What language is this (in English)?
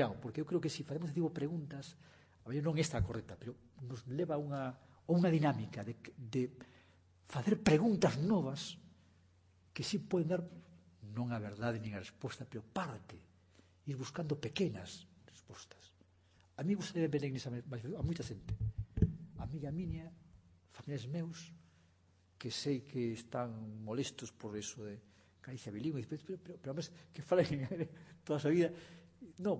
Galician